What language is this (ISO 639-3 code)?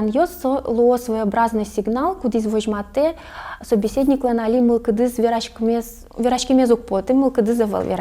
udm